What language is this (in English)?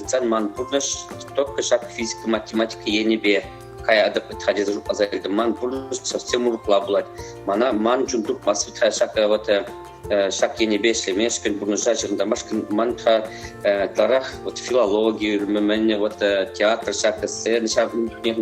Chuvash